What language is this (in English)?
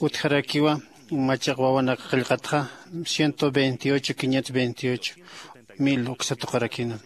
Aymara